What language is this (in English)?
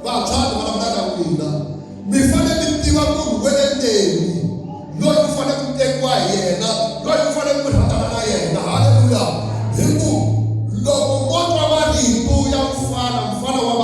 Tsonga